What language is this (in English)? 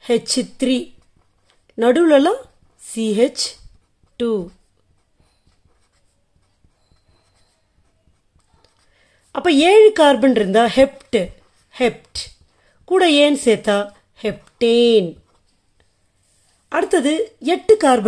Tamil